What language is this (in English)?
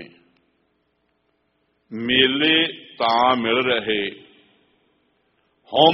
Punjabi